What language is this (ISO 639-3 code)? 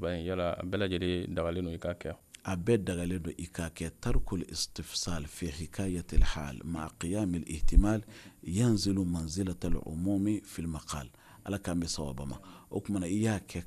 bam